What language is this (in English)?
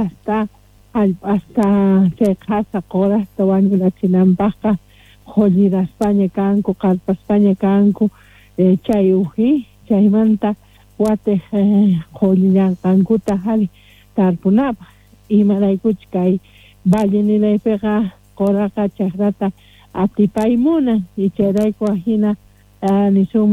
Quechua